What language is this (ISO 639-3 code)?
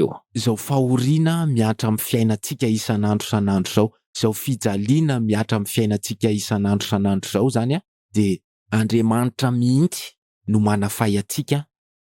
mlg